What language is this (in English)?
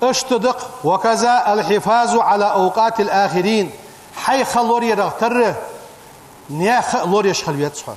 Ingush